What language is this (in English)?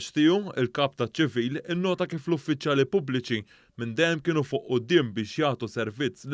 Maltese